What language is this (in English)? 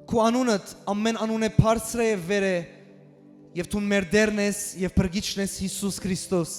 Western Armenian